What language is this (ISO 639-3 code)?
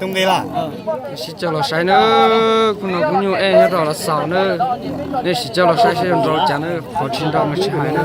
hmn